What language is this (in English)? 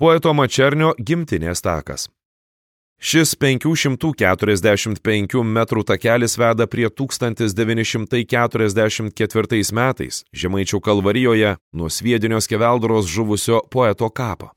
Lithuanian